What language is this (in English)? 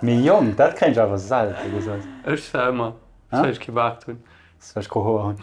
Luxembourgish